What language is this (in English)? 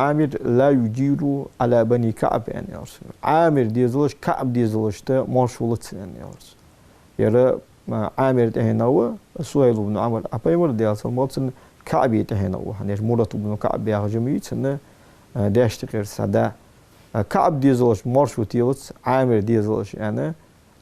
Ingush